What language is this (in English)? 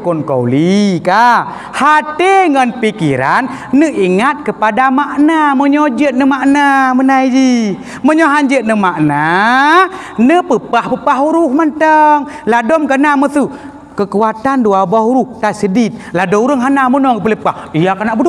Achinese